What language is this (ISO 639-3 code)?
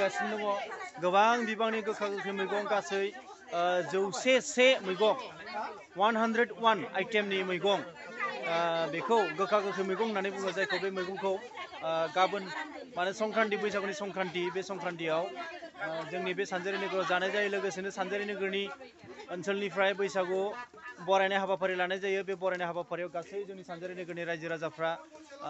brx